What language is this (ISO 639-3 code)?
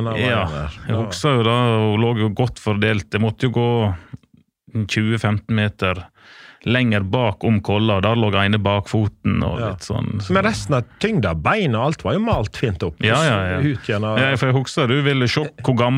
nor